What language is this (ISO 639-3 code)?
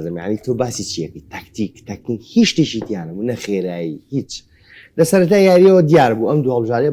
ckb